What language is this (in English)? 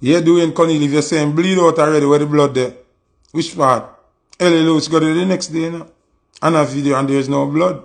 Jamaican Creole English